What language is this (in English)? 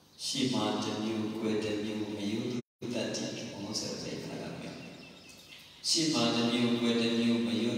Burmese